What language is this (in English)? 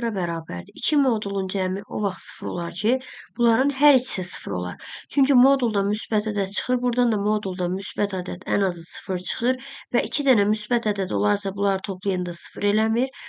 Azerbaijani